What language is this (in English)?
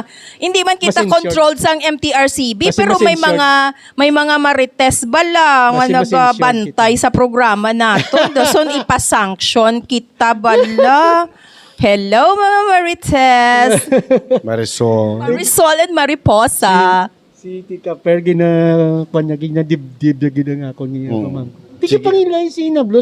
Hiligaynon